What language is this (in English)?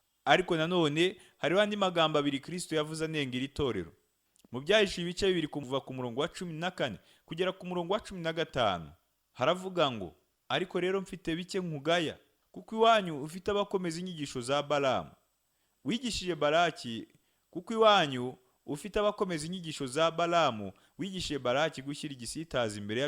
Kinyarwanda